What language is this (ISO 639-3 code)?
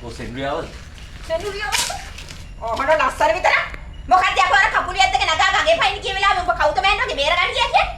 sin